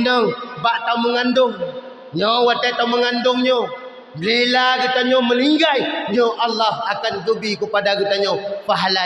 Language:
Achinese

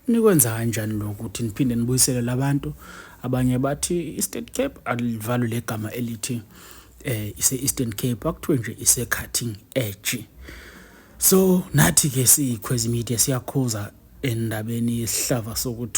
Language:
Zulu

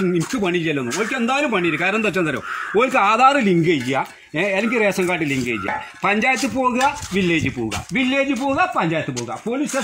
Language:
Malayalam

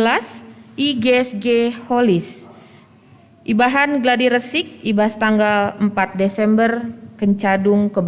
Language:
Batak Karo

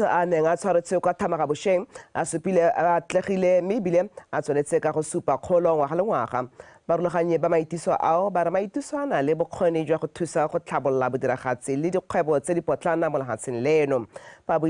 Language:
Tswana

